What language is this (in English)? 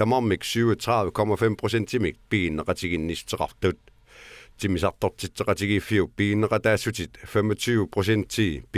Kalaallisut